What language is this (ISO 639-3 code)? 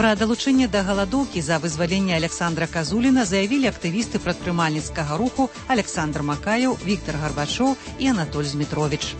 bel